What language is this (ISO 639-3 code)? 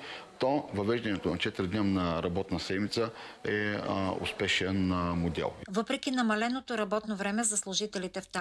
bul